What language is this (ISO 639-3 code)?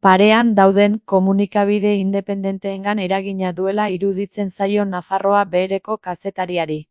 eus